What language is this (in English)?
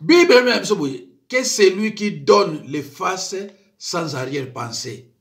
Lingala